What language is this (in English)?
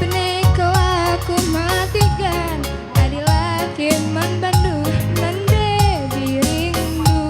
Batak Karo